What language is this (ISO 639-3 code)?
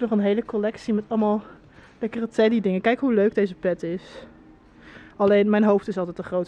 nld